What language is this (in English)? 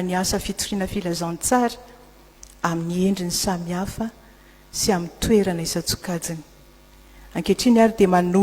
Malagasy